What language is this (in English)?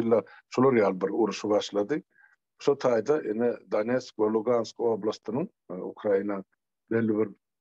Turkmen